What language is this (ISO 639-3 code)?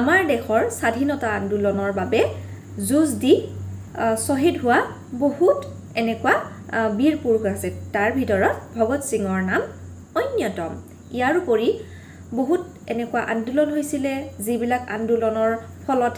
asm